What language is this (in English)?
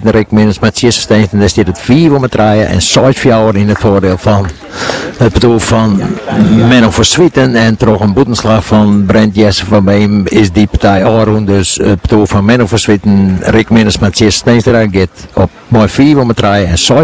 Dutch